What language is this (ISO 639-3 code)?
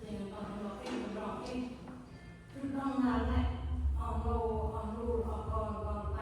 cmo